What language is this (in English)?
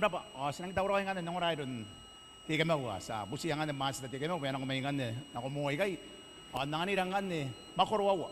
Gilbertese